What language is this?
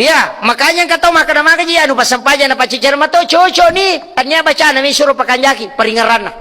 Buginese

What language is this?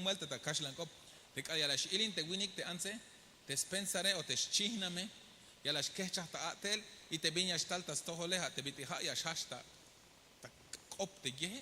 Tzeltal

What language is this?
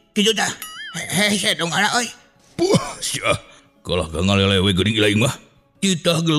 Sundanese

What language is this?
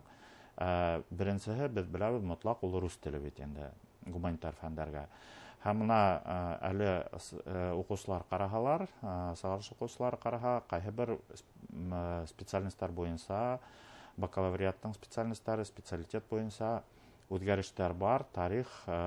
Bashkir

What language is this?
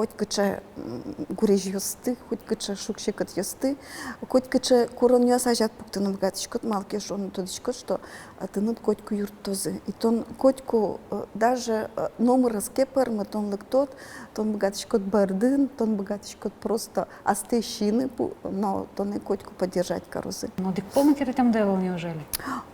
Udmurt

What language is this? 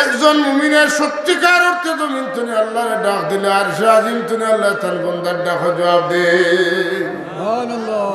Sylheti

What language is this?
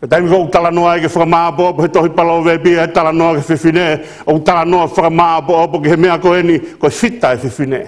Tongan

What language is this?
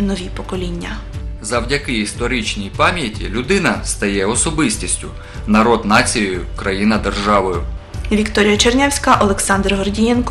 Ukrainian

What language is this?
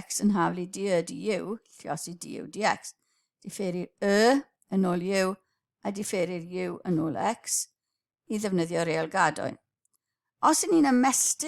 Welsh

